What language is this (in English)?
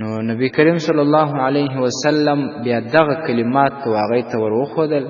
Pashto